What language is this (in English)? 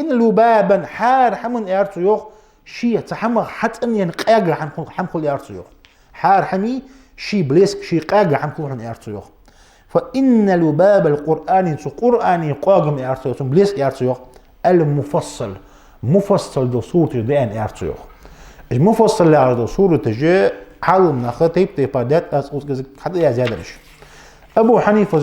Ingush